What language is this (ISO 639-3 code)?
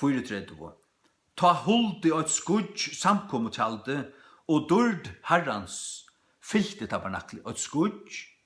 fao